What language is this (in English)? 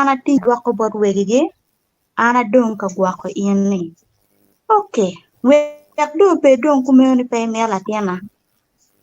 Acoli